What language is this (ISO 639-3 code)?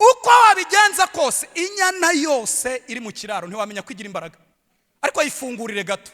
kin